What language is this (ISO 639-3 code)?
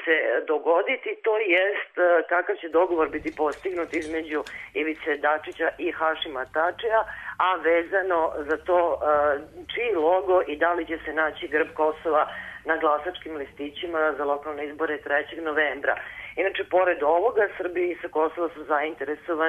srp